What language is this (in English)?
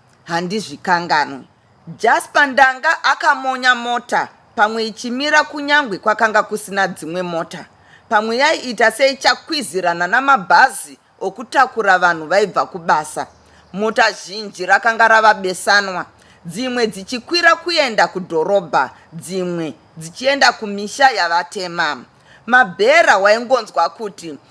Shona